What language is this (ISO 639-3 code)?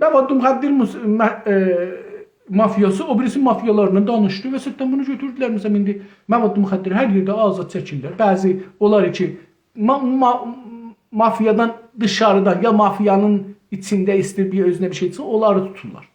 azb